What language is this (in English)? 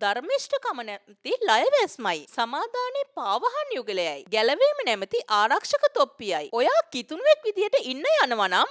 Sinhala